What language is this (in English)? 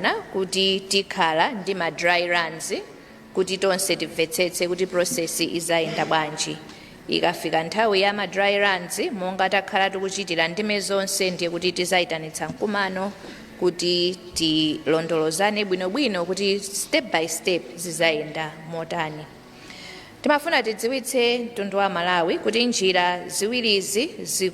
Nyanja